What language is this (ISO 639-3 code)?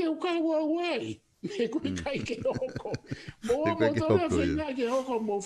ton